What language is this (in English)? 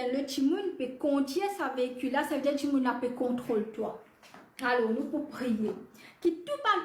Morisyen